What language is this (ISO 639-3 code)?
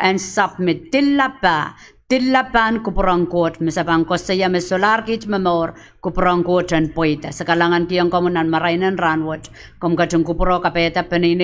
pon